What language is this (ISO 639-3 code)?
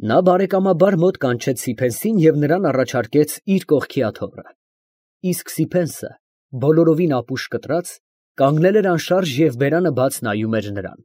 hye